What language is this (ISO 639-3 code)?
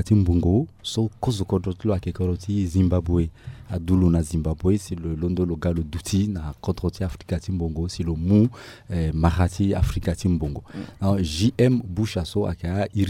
sag